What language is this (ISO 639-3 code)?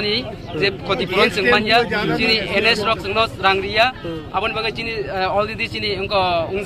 trp